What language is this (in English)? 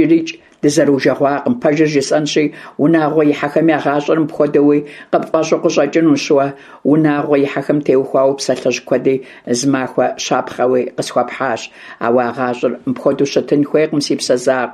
Kabardian